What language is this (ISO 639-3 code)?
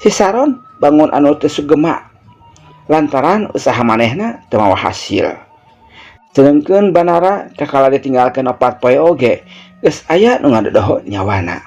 sun